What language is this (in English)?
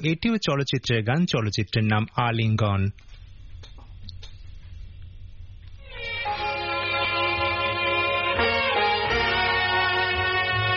Bangla